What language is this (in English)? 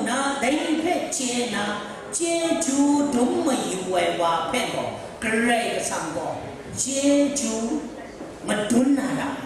Kachin